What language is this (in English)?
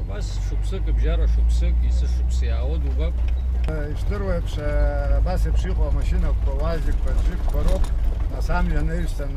Abkhazian